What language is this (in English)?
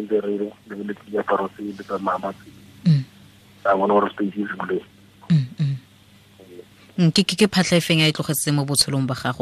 Tswana